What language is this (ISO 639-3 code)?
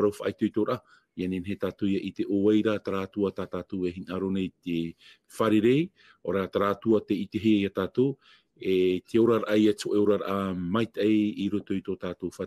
tah